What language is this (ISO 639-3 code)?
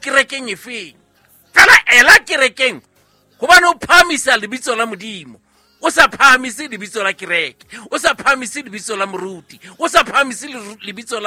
sot